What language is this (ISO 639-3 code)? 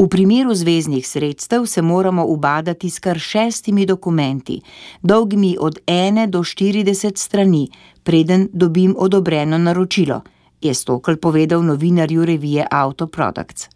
slv